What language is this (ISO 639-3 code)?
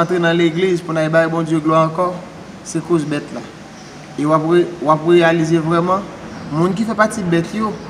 hat